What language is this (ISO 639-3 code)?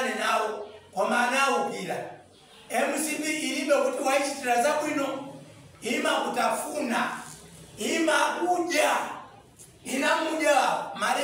nya